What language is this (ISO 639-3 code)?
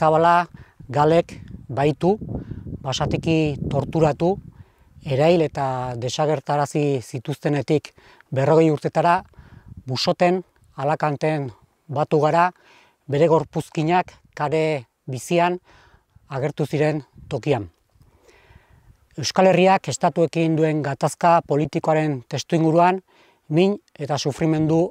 eus